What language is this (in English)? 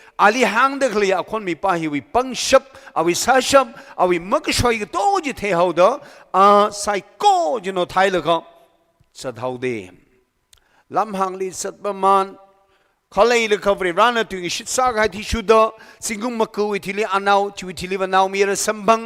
Tangkhul Naga (India)